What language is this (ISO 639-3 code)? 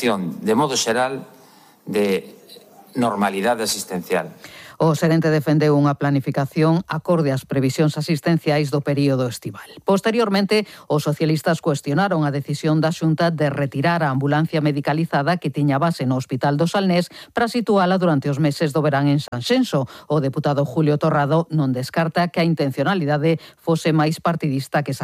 glg